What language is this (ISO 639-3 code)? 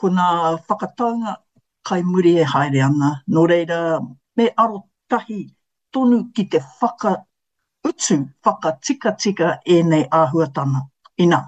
mri